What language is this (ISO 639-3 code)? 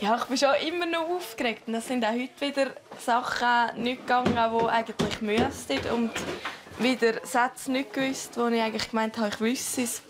gsw